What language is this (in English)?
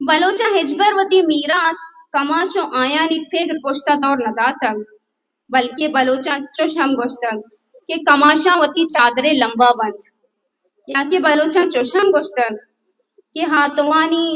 Baluchi